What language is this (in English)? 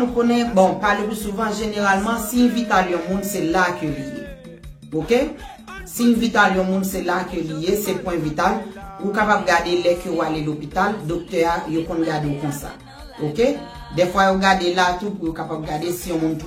Haitian Creole